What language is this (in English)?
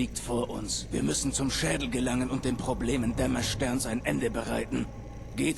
Bavarian